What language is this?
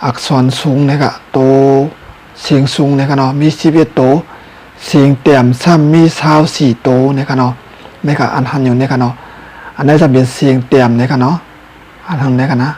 Shan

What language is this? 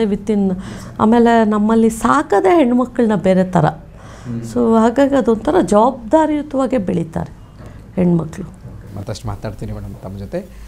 Kannada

